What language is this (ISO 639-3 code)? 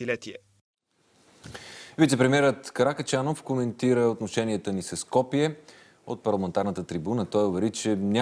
bul